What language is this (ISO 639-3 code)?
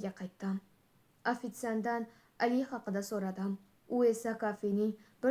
uzb